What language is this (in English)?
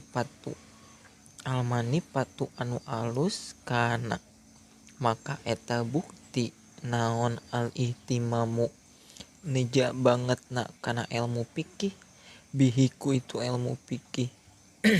Sundanese